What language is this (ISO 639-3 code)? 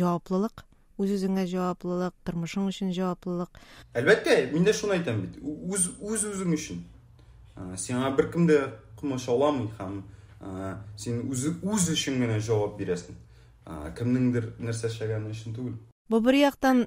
tat